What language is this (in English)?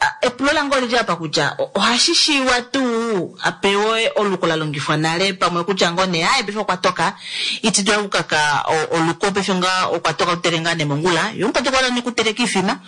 Kuanyama